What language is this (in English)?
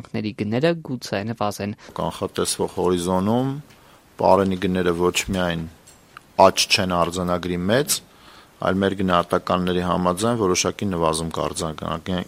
Armenian